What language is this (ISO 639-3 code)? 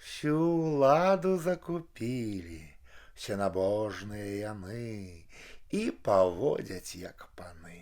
bel